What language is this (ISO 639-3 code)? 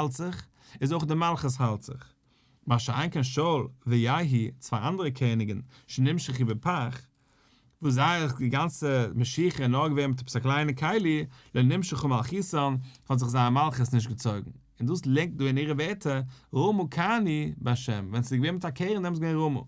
yid